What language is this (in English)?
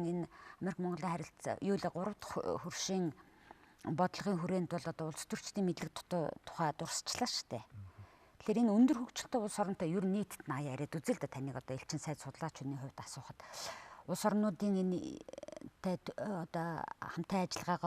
Mongolian